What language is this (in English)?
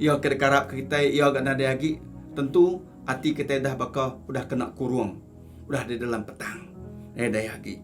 Iban